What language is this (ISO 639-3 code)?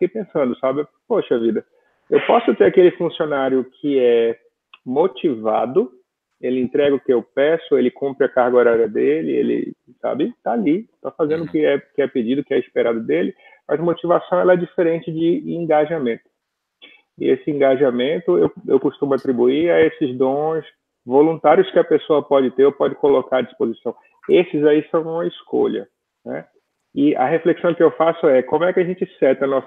por